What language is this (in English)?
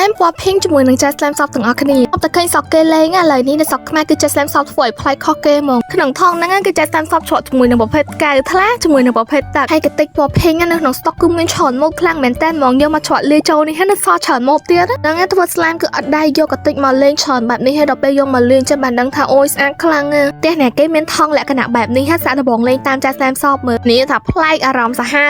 Khmer